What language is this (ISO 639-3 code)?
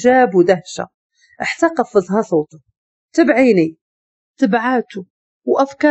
ary